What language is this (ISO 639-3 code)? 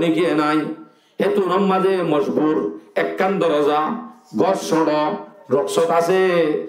rhg